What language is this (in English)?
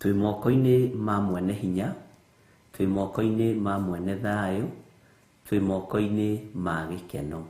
Kikuyu